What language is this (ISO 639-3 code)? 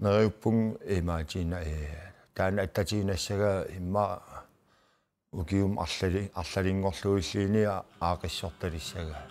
kal